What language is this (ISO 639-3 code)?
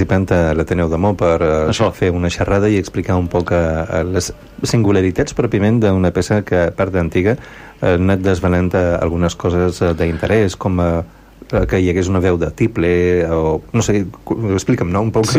cat